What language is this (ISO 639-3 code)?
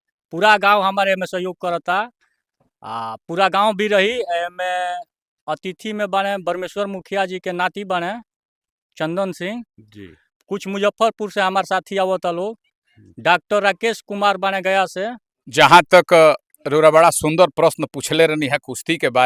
bho